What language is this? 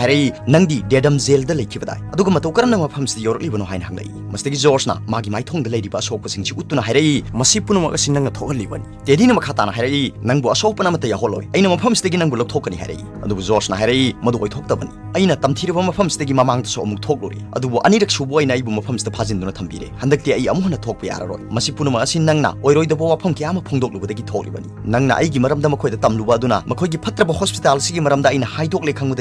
Manipuri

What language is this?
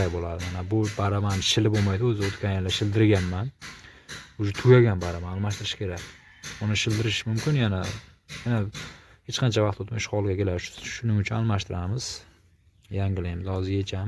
Uzbek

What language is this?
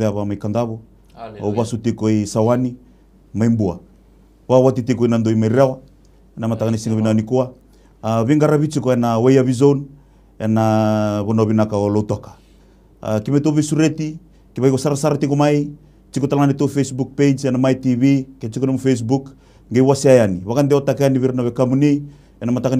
Fijian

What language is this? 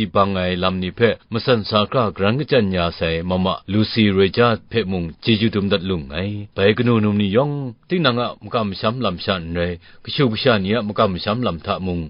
Kachin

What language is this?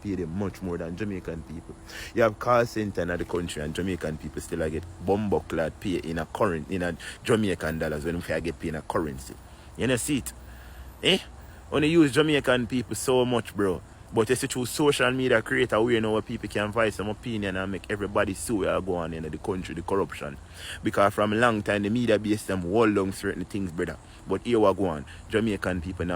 Jamaican Creole English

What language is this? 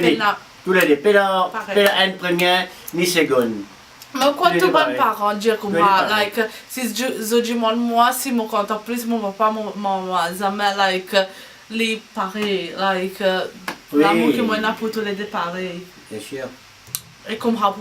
Morisyen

